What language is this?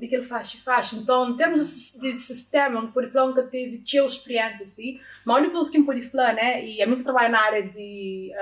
Kabuverdianu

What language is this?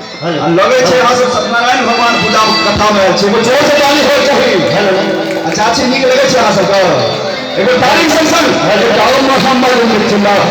Maithili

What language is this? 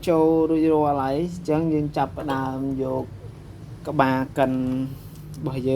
Khmer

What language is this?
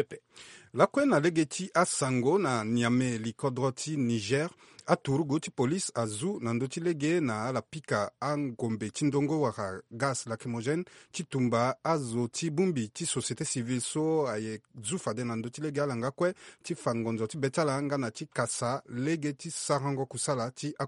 Sango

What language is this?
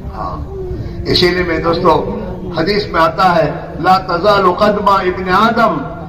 Urdu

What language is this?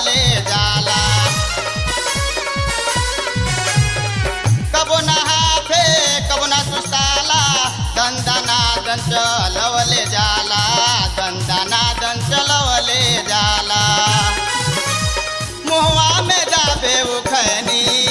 Bhojpuri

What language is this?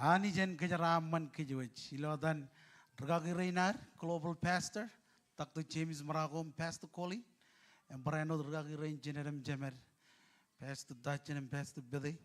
Marshallese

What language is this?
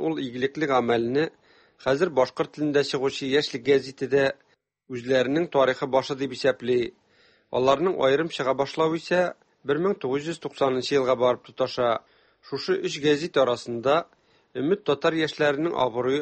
Tatar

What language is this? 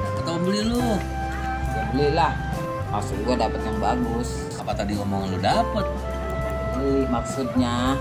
Betawi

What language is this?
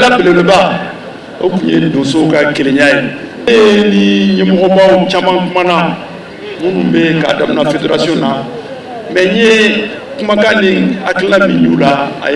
Bambara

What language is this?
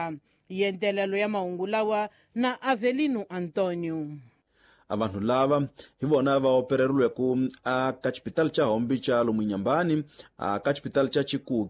Tsonga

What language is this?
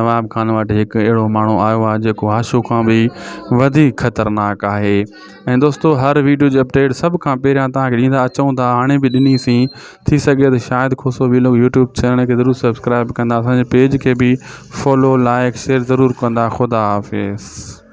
Sindhi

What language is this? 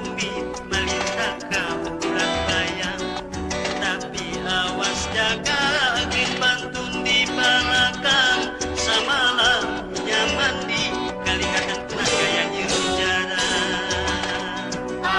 Banjar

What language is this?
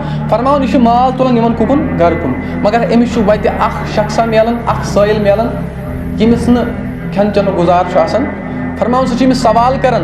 Kashmiri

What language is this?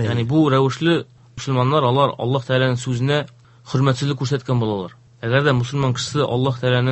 Tatar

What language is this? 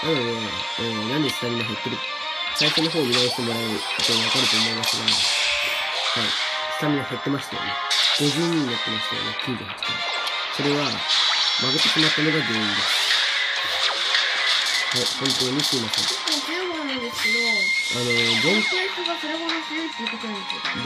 Japanese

